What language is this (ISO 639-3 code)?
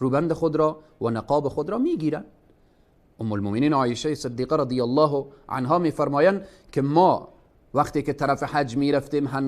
fas